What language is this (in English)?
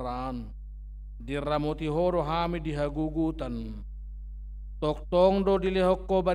Batak Toba